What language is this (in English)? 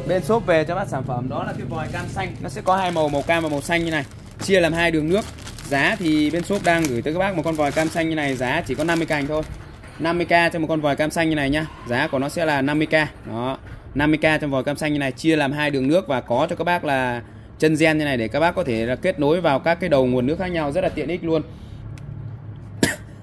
Vietnamese